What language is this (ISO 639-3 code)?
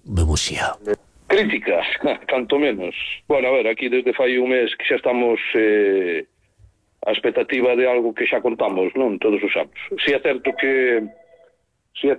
glg